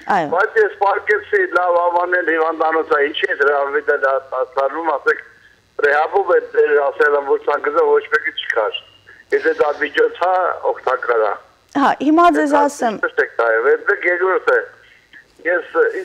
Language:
Armenian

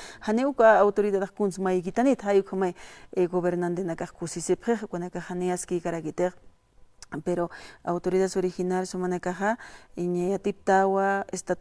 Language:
Aymara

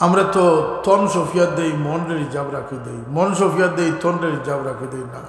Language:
Sylheti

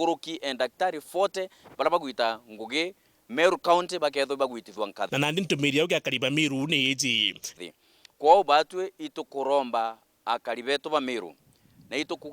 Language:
Meru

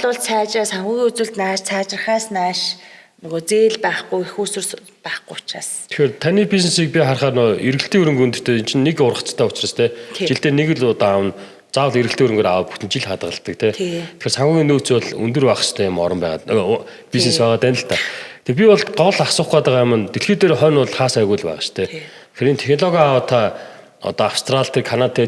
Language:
Mongolian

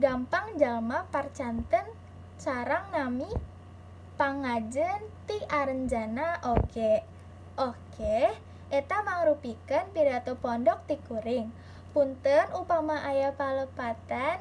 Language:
Sundanese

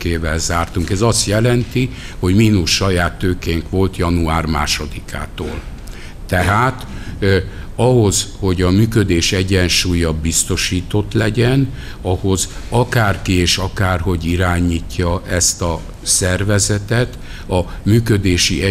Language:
Hungarian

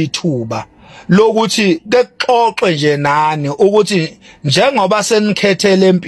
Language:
Zulu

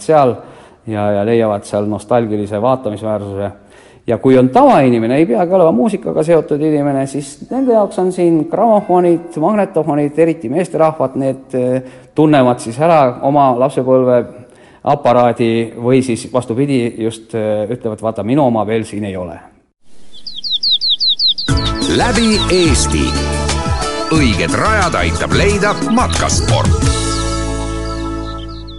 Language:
Estonian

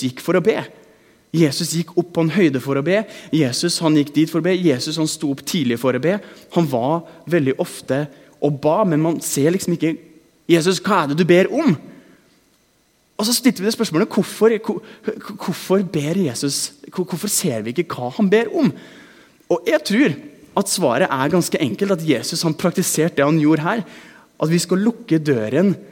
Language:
Norwegian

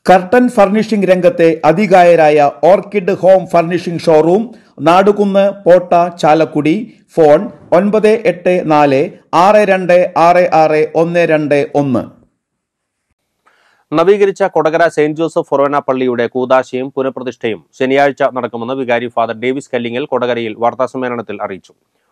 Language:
Malayalam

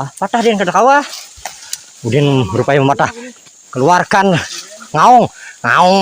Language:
Banjar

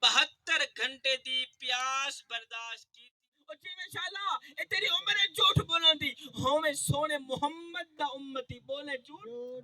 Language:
Saraiki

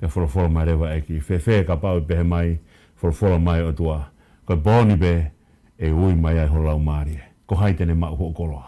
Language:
Tongan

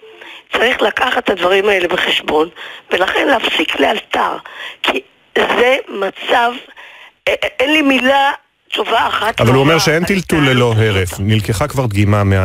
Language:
Hebrew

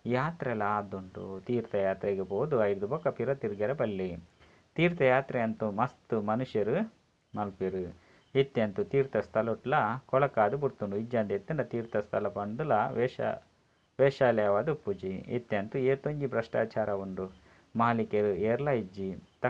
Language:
Tulu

